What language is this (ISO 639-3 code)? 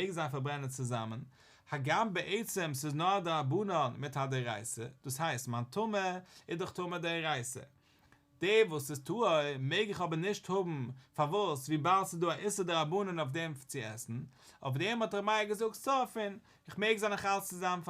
yid